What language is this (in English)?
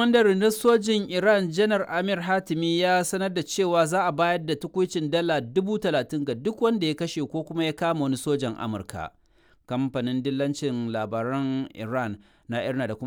Hausa